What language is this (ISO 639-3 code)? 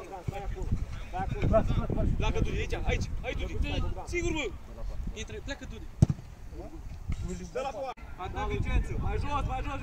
ron